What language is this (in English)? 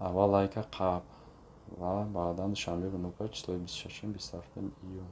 Tajik